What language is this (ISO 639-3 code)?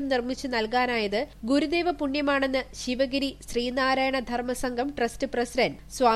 mal